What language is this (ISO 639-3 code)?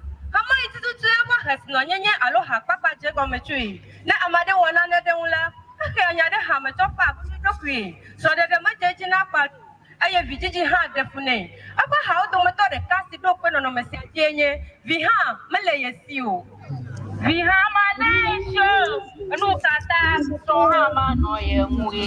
ewe